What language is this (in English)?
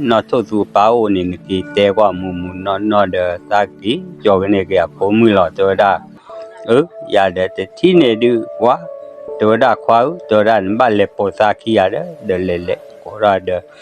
S'gaw Karen